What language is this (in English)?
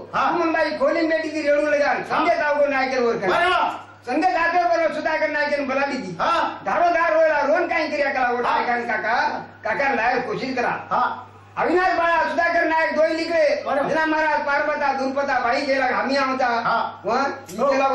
Lambadi